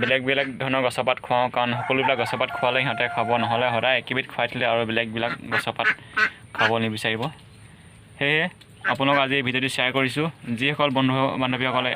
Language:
Assamese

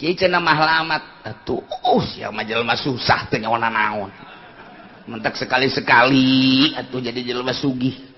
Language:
Sundanese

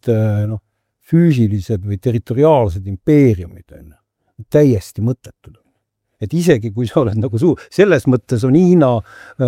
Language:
Estonian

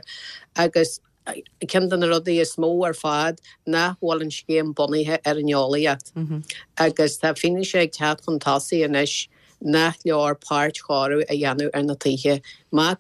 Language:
Irish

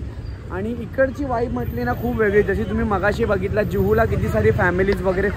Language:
Marathi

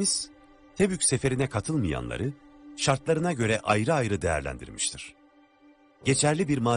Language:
Turkish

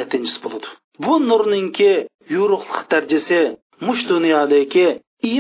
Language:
Uyghur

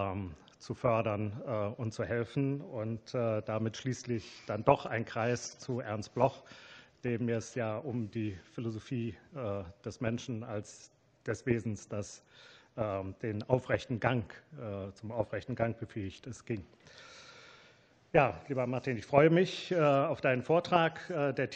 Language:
German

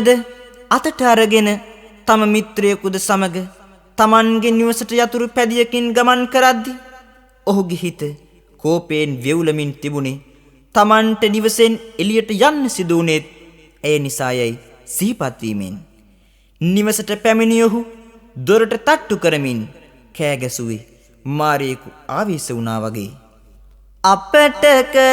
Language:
Sinhala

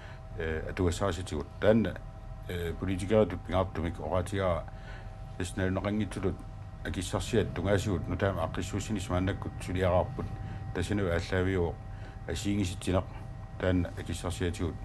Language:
Kalaallisut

